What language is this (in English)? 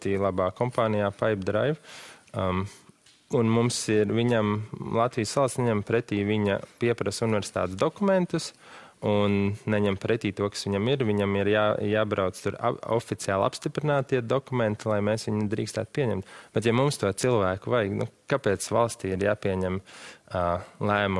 Latvian